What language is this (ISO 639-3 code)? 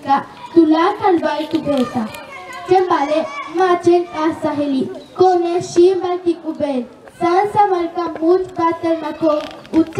yua